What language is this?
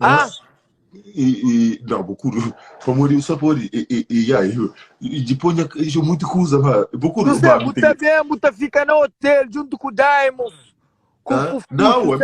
Kabuverdianu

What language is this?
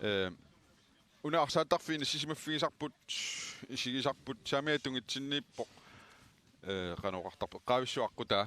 Kalaallisut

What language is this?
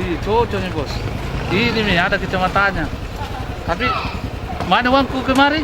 Makassar Malay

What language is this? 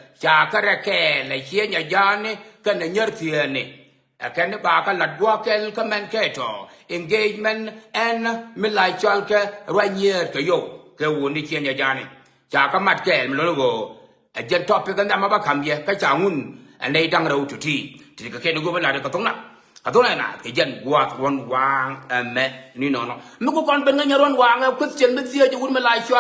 Nuer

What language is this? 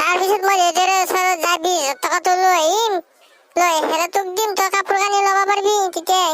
Assamese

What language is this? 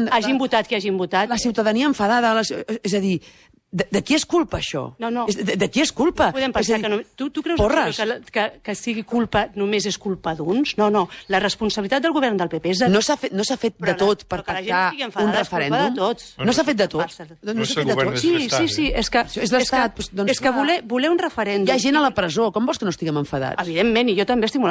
Catalan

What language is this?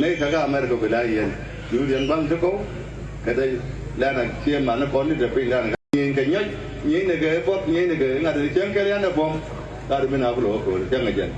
Nuer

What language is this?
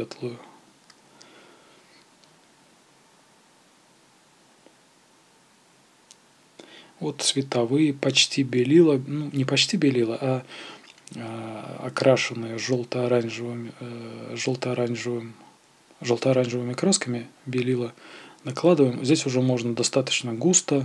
Russian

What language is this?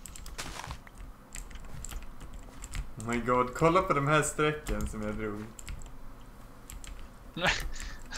Swedish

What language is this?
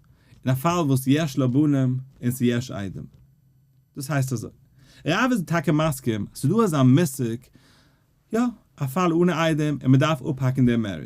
Yiddish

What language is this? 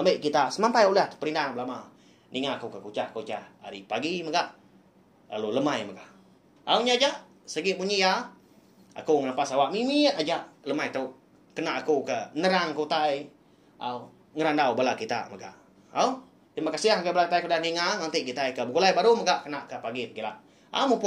Iban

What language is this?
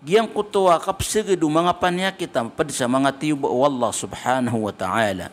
Maranao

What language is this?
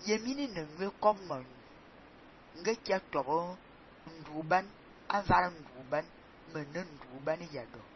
Fang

